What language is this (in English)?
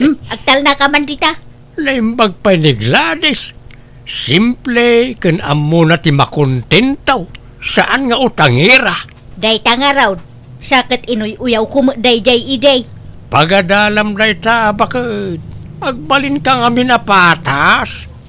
Iloko